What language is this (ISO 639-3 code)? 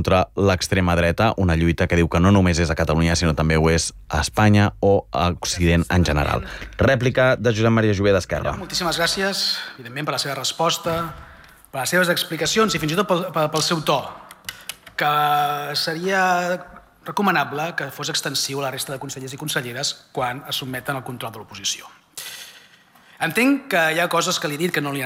cat